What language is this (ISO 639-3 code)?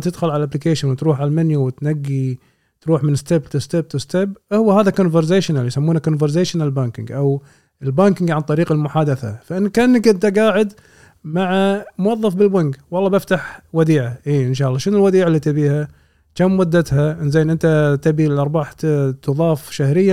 afb